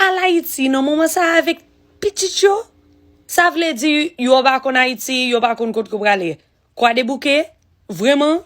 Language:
Haitian Creole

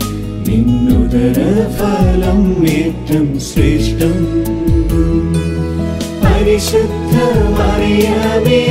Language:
Malayalam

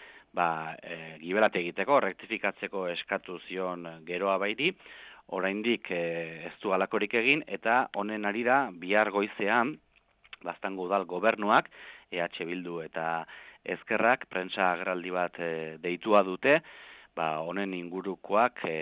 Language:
Basque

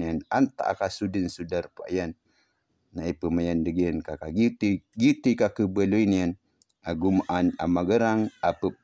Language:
Maranao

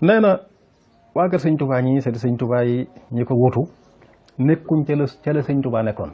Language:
Wolof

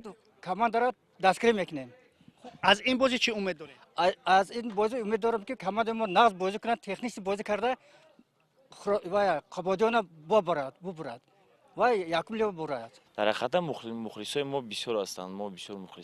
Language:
Tajik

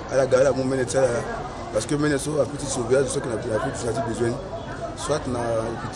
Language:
Sango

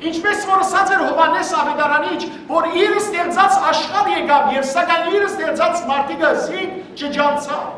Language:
Western Armenian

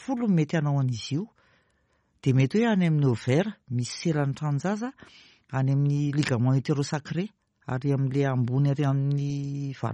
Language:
Malagasy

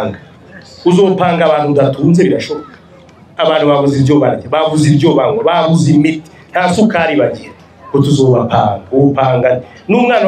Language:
Rundi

